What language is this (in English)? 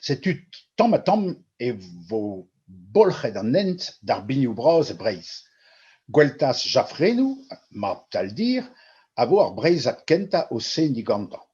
Breton